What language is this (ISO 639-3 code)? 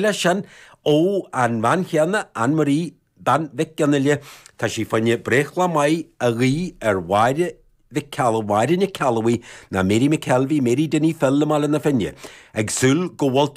gle